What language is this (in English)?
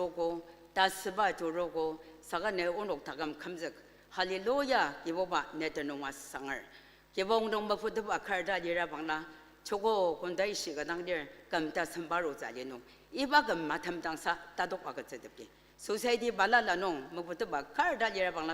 Ao Naga